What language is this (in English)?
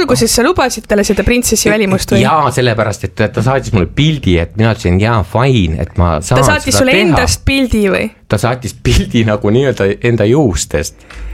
Estonian